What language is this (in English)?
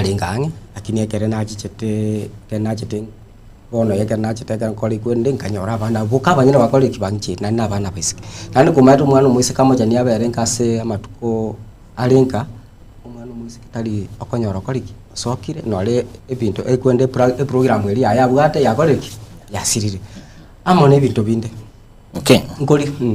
Gusii